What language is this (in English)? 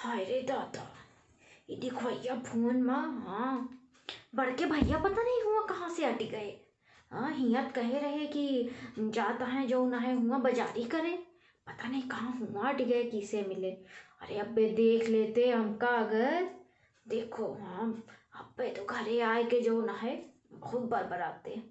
Awadhi